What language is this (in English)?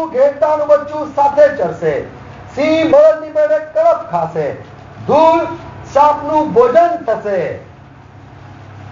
Gujarati